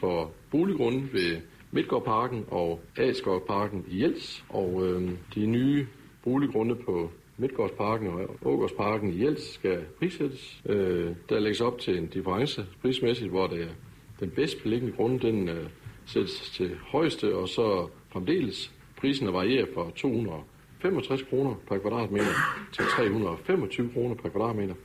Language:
Danish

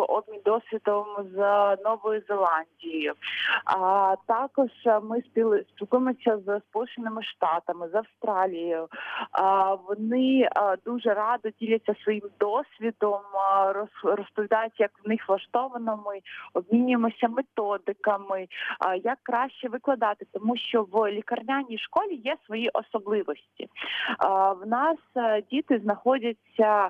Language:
Ukrainian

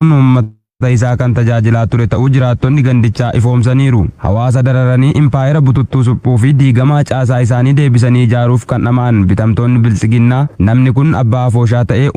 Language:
Oromo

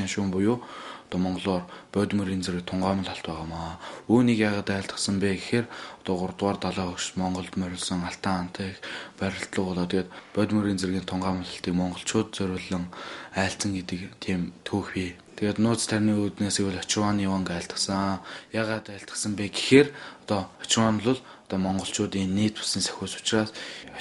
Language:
Mongolian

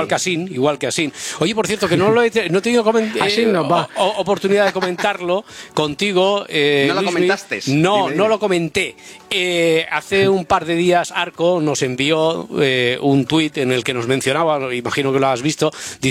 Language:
Spanish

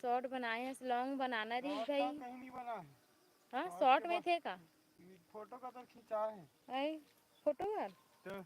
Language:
Chhattisgarhi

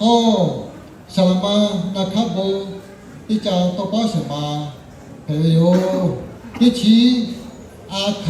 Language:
Lahu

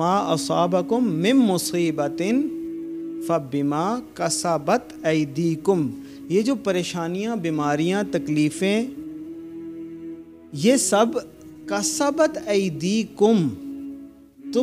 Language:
Urdu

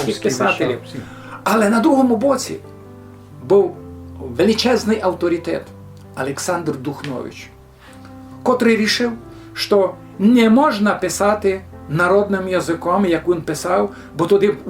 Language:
Rusyn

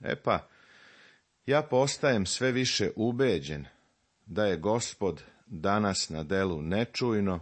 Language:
Serbian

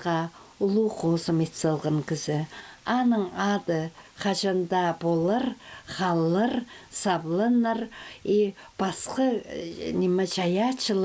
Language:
Khakas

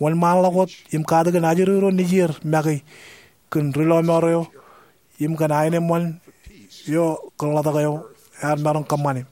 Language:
Marshallese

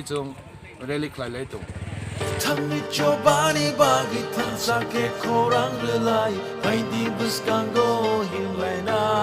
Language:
Kok Borok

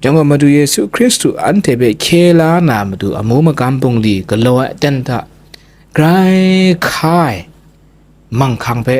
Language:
Kachin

